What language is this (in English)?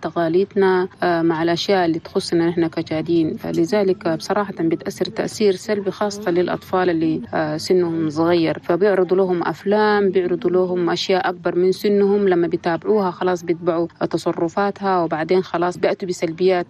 Chadian Arabic